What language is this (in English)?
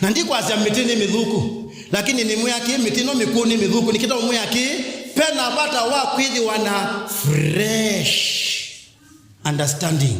Kamba